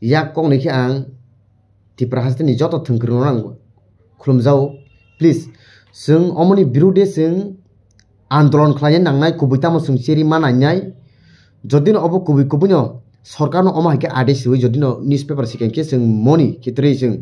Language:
Kok Borok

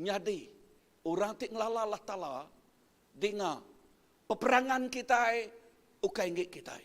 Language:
Iban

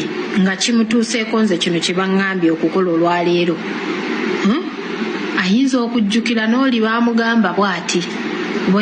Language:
Ganda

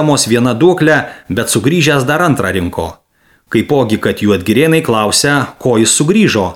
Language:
Lithuanian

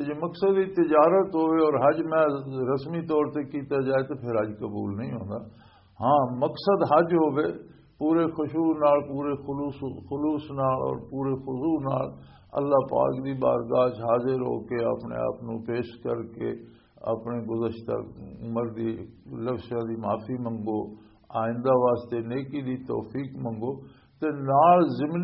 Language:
Western Panjabi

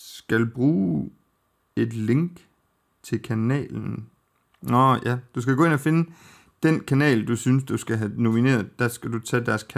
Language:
Danish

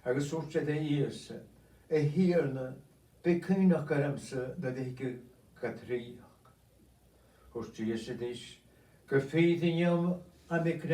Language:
Scottish Gaelic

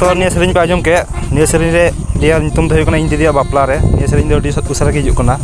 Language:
Santali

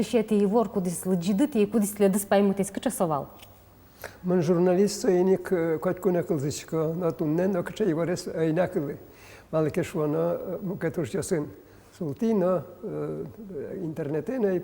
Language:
Udmurt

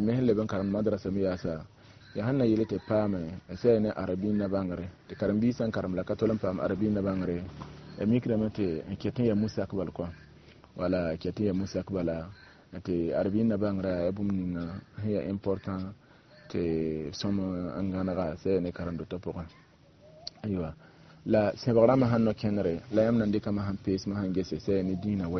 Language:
Mossi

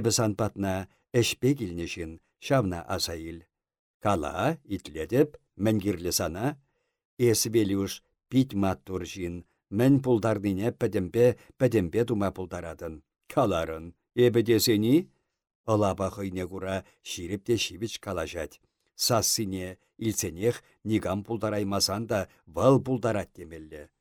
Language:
Chuvash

